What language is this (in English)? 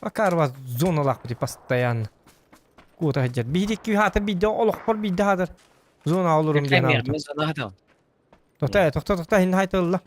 Yakut